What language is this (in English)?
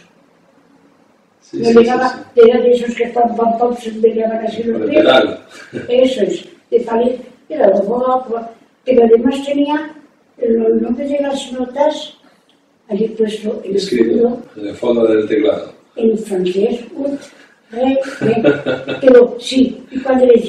Spanish